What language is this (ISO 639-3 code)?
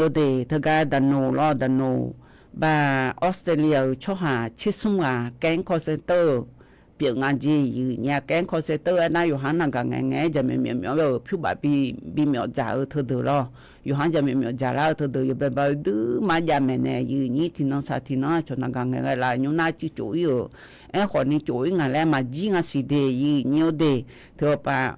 ahk